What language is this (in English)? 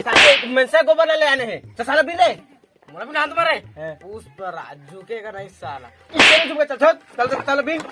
Chhattisgarhi